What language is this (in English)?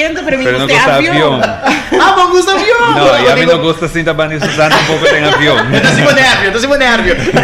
Papiamento